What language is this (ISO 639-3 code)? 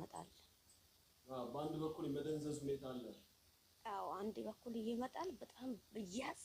amh